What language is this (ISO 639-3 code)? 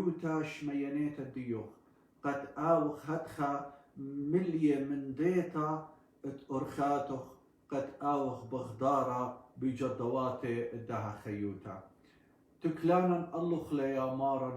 aii